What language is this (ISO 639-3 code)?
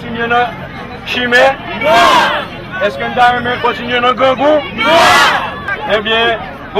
hat